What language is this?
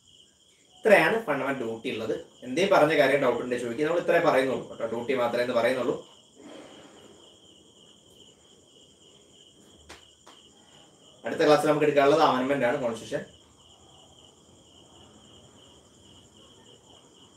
Malayalam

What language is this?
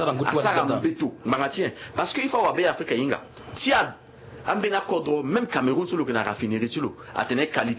Sango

